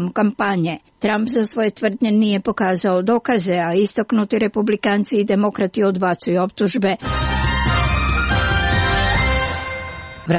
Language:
Croatian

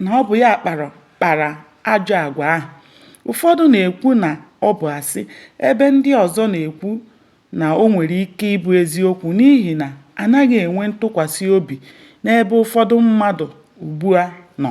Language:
Igbo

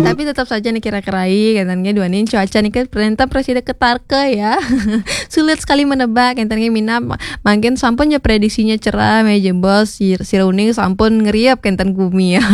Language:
Balinese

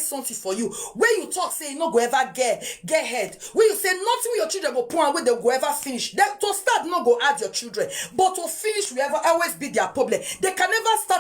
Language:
Nigerian Pidgin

